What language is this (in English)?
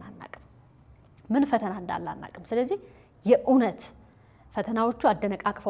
Amharic